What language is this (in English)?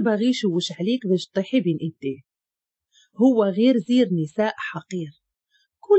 Moroccan Arabic